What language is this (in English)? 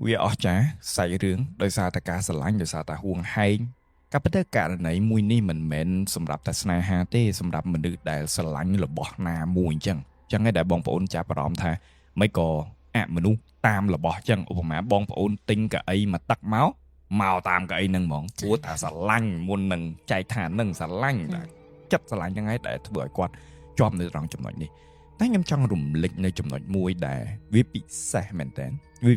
Khmer